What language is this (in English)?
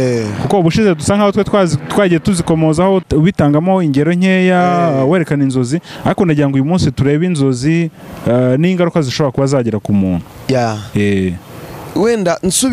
Kinyarwanda